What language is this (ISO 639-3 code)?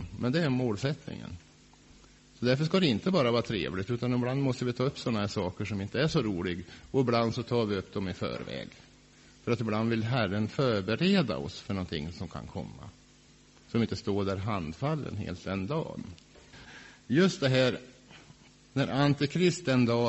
swe